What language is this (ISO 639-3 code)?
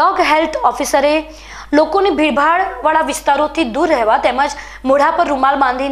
guj